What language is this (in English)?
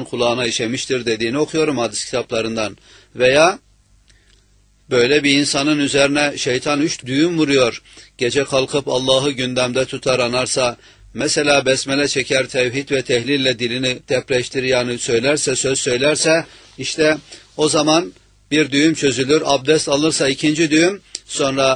Turkish